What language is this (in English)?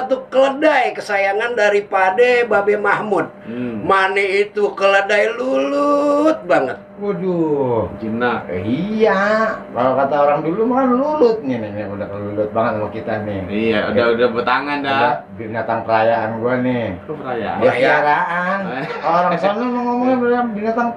Betawi